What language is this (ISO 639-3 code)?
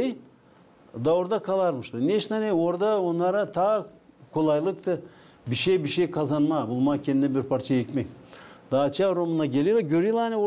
gag